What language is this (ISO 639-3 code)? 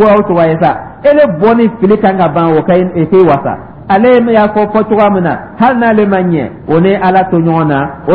dyu